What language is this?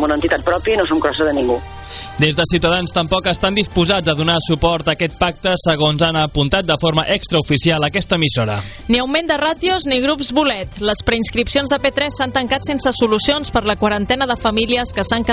Catalan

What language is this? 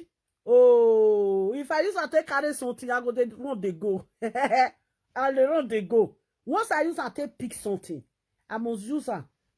Nigerian Pidgin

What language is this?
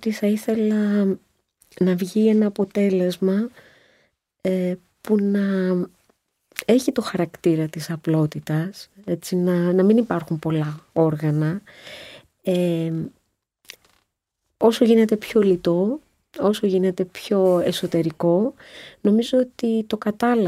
Greek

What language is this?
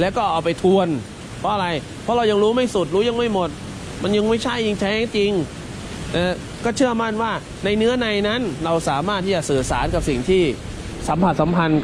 Thai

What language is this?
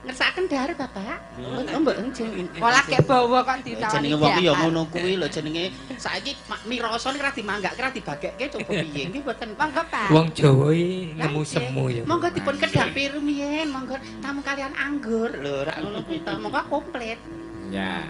Javanese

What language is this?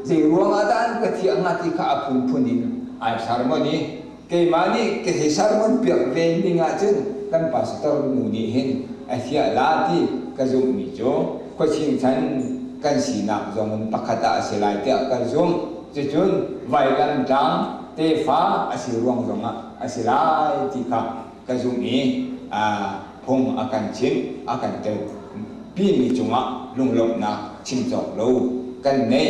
Hakha Chin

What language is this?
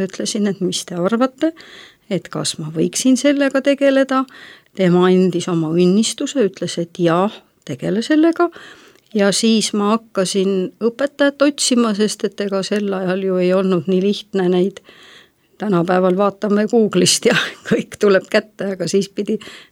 Estonian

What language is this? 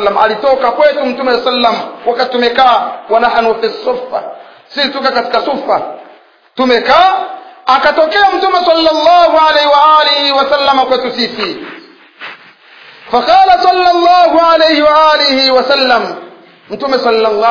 Swahili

